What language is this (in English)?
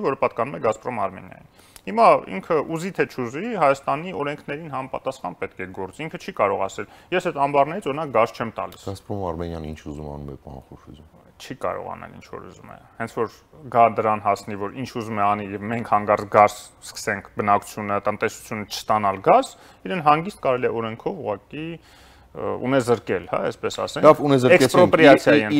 Armenian